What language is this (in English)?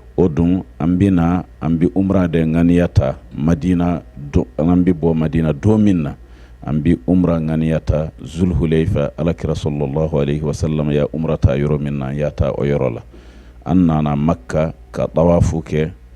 Bambara